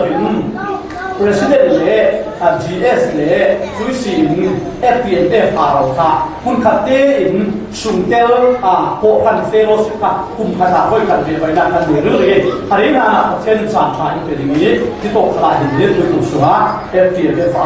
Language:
Falam Chin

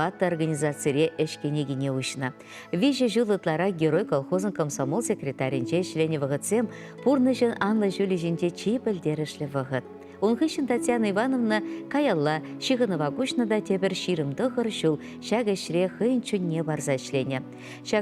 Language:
Chuvash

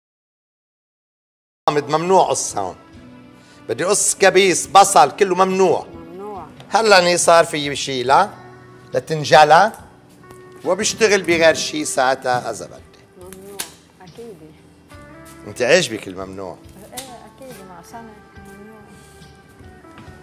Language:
North Levantine Arabic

